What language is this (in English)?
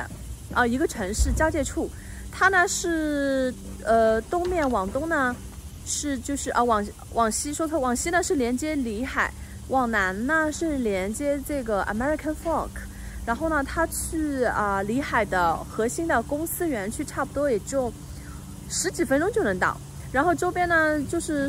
Chinese